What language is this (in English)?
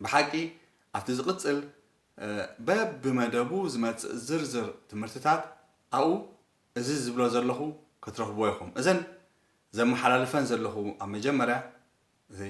Tigrinya